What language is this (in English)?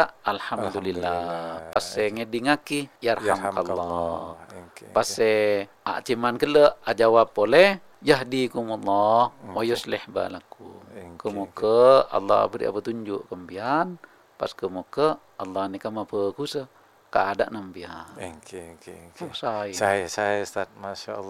Malay